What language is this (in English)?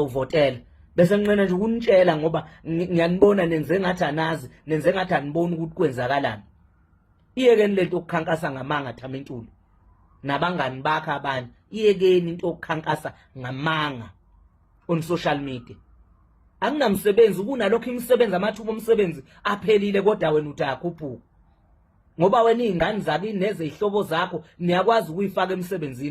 Zulu